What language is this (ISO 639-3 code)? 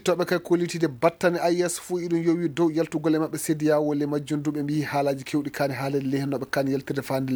ful